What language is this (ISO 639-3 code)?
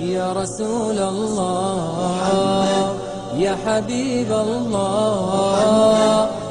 inh